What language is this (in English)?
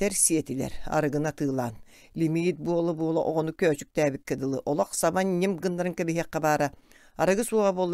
Yakut